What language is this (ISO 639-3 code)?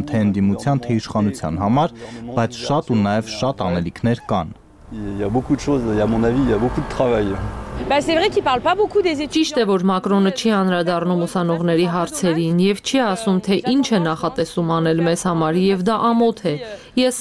hye